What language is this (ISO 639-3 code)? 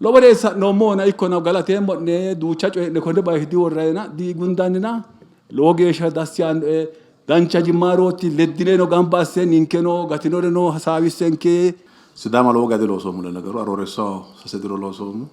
sid